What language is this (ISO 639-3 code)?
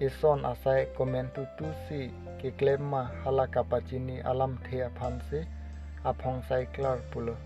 mjw